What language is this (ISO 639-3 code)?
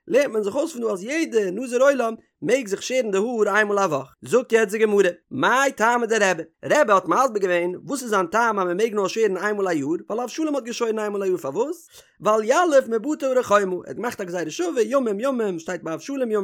yid